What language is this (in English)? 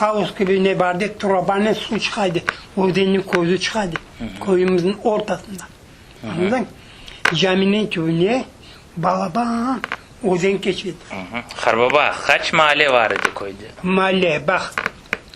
Crimean Tatar